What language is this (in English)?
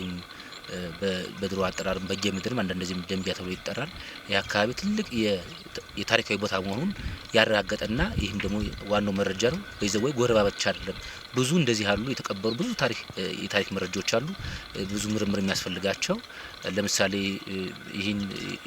Amharic